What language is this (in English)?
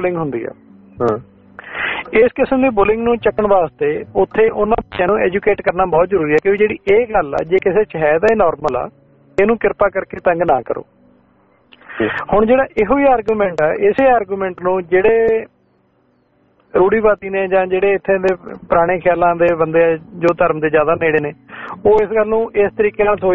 Punjabi